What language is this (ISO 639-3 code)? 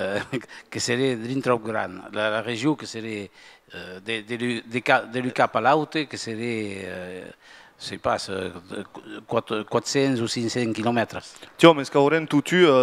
oci